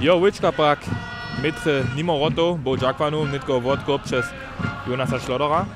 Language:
Upper Sorbian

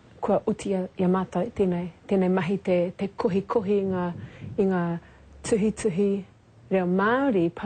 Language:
Māori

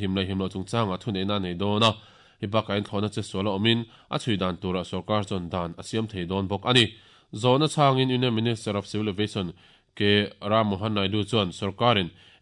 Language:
Mizo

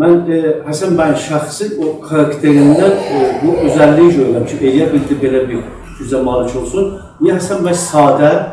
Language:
South Azerbaijani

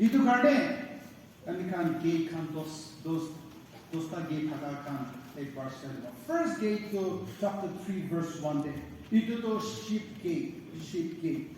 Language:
Naga Pidgin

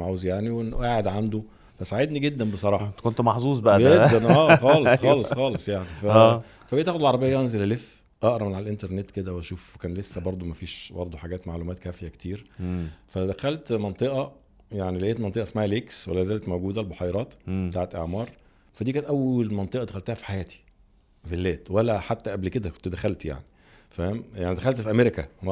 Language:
Egyptian Arabic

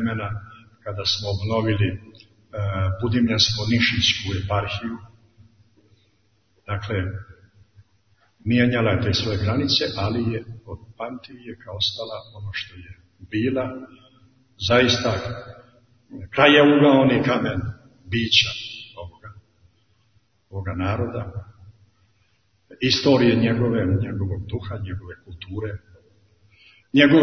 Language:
Serbian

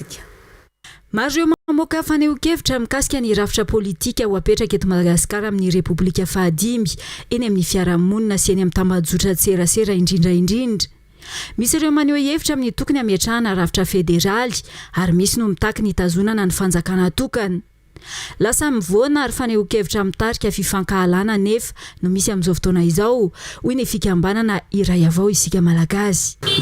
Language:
Malagasy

